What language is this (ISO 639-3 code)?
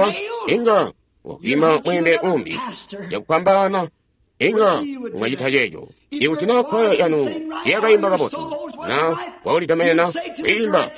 toi